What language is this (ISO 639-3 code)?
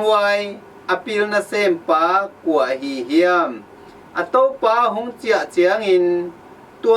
ctd